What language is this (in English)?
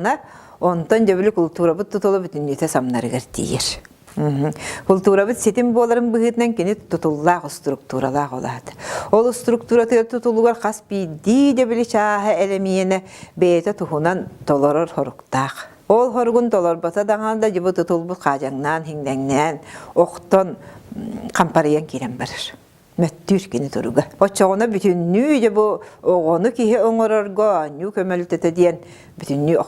Yakut